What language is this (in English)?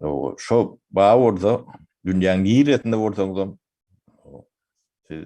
Turkmen